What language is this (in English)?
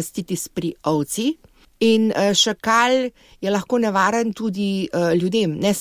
Slovenian